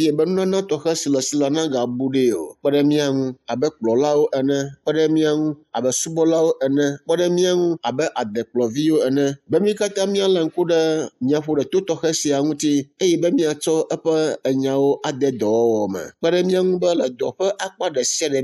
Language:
Ewe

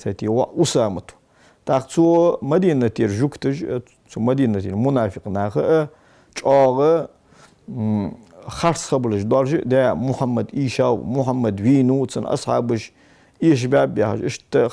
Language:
Ingush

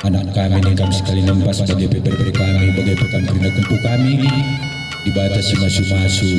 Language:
Batak Karo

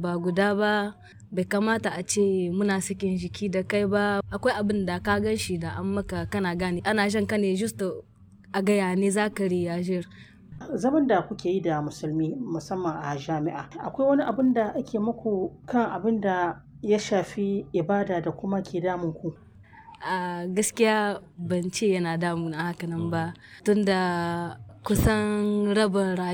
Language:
Hausa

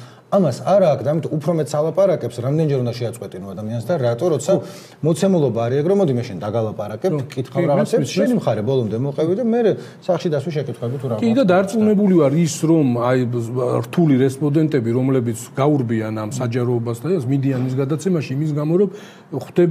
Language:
Georgian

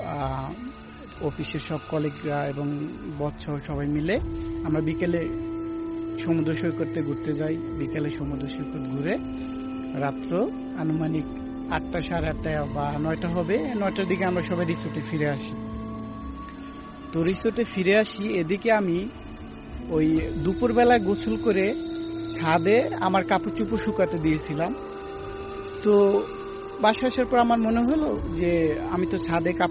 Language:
Bangla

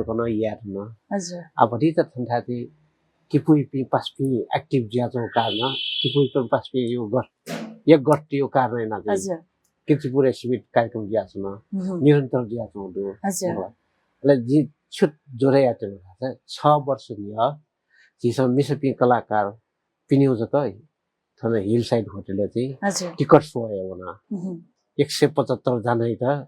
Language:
Newari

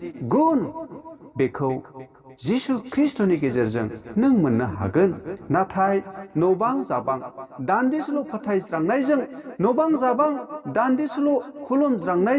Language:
Bodo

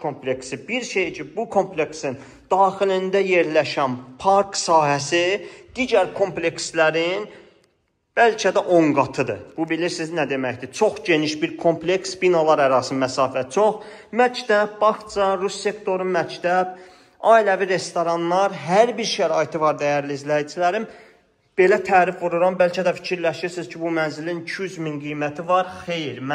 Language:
Azerbaijani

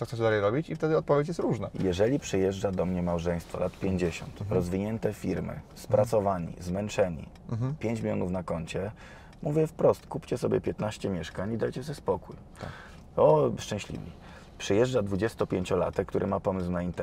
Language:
Polish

